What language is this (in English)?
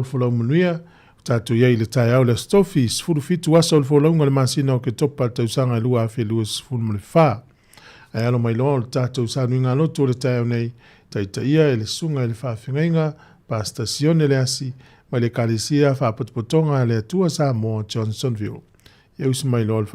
Samoan